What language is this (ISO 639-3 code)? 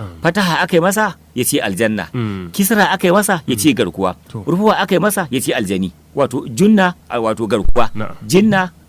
hau